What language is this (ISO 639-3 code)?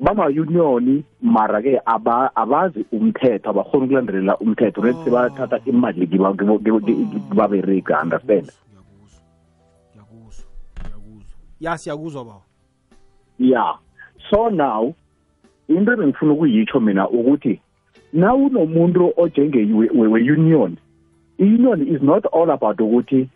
nbl